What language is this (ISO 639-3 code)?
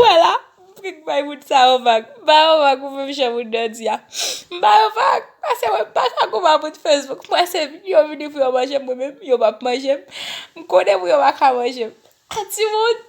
hat